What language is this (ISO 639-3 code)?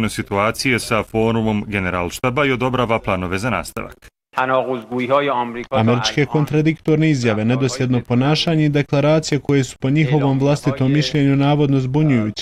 bos